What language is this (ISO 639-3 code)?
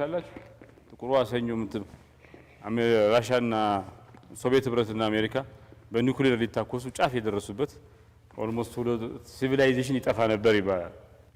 amh